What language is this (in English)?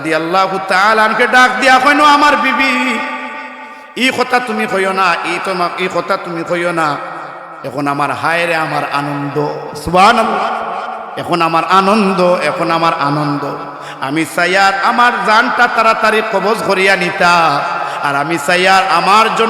Sylheti